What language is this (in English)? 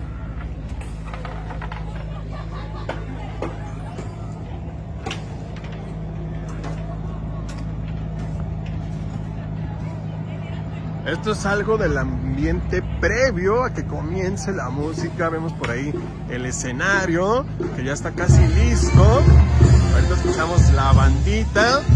Spanish